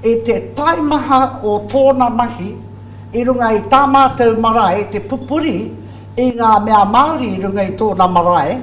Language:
Māori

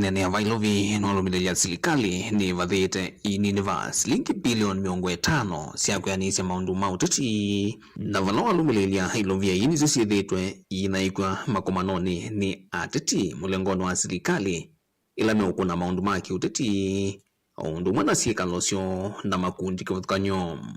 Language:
Kamba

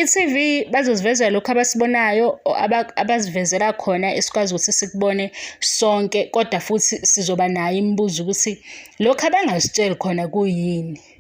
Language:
Zulu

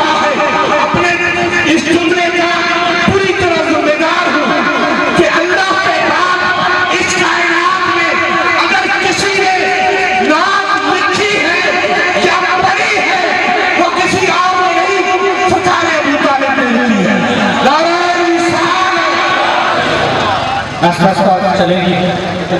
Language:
Urdu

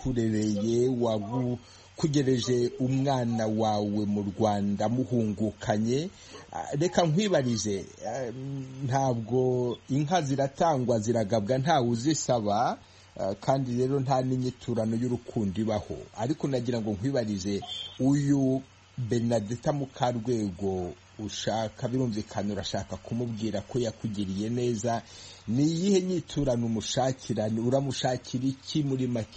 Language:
Kinyarwanda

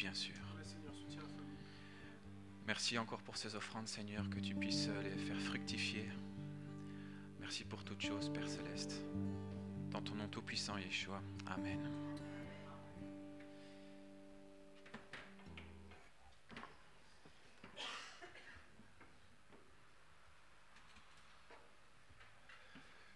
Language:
French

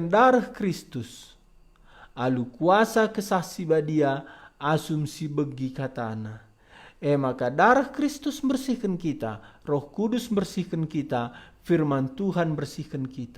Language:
Batak Karo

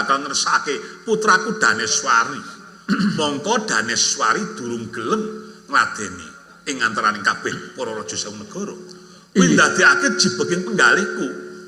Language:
Javanese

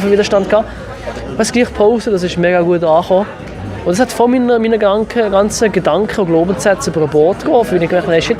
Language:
Swiss German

